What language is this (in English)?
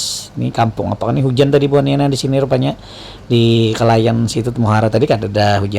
Banjar